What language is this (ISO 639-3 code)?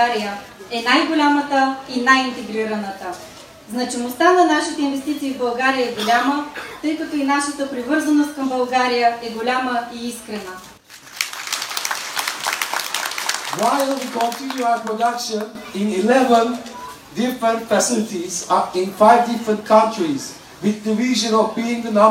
bul